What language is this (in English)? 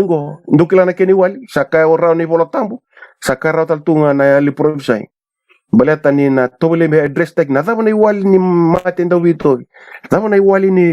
Fijian